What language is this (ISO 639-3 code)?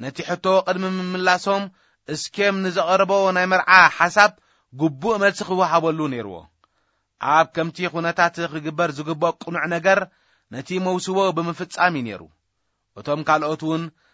tir